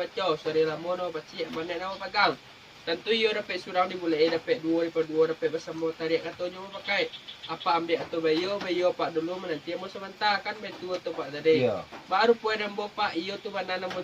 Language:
Minangkabau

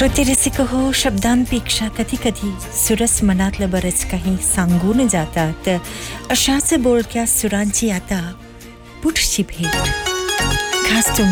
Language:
Marathi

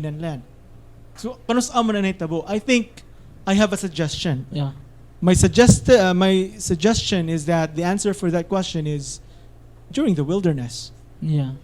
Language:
Cebuano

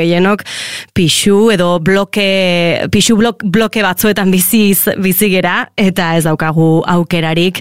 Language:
Basque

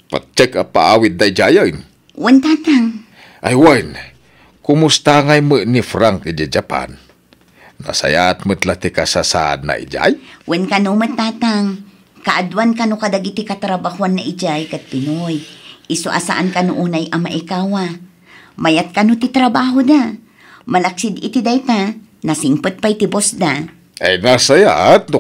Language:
Iloko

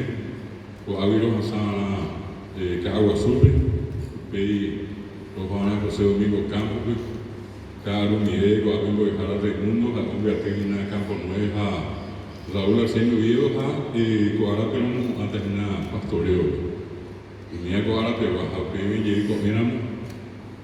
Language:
Guarani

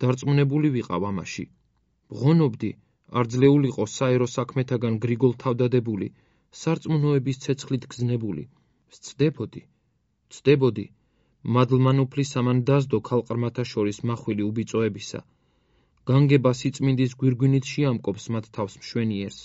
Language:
Georgian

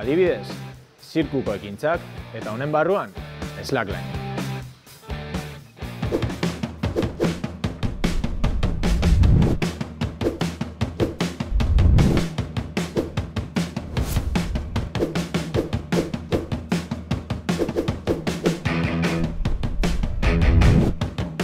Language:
Basque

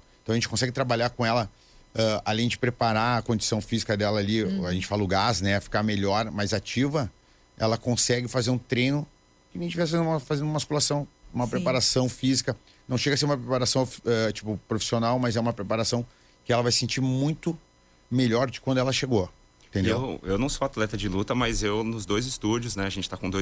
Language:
Portuguese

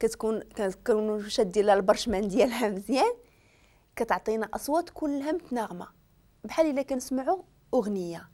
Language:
Moroccan Arabic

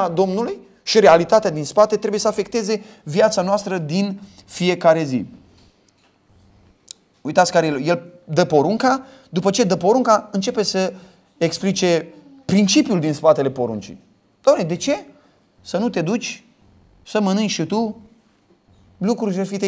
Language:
Romanian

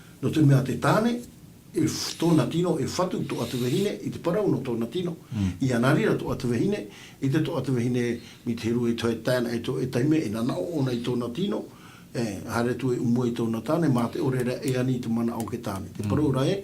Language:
Tahitian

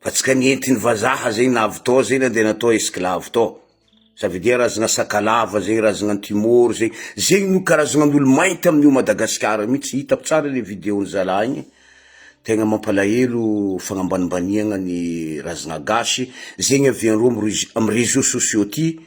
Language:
Malagasy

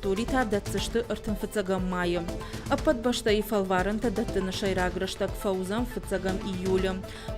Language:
Ossetic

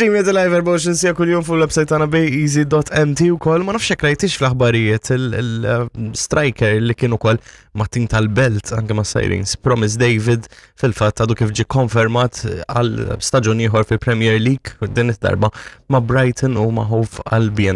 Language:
Maltese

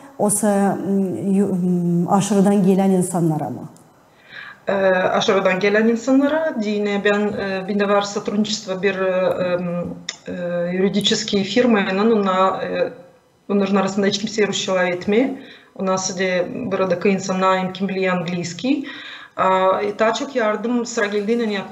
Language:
Gagauz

